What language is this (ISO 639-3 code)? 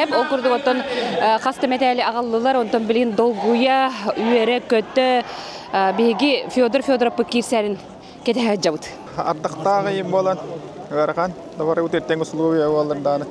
sah